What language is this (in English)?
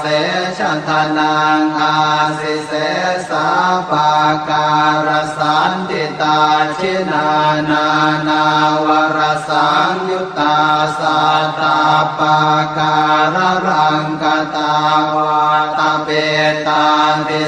Pali